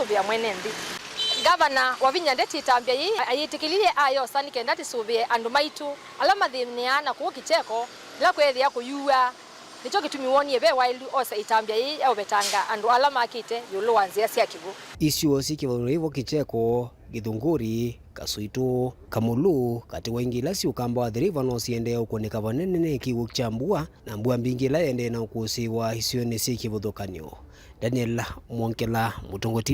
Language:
Kamba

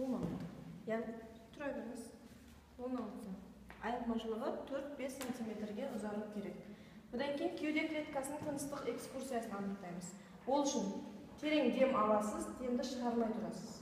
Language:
Kazakh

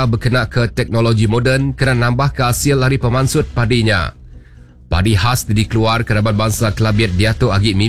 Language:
Iban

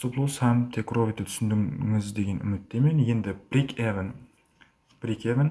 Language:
Kara-Kalpak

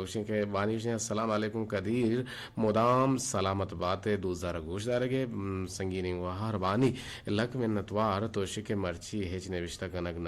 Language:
Eastern Balochi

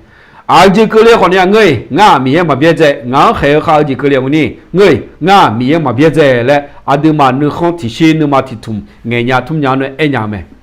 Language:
Akha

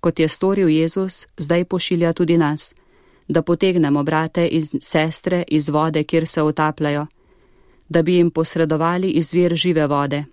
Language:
Slovenian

